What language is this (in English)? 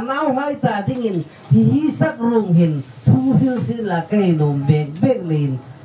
Hmar